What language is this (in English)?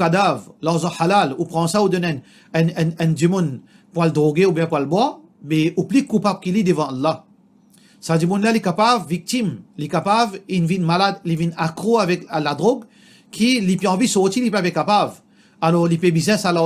Morisyen